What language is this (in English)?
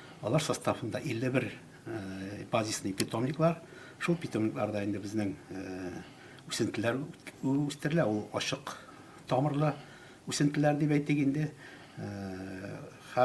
Tatar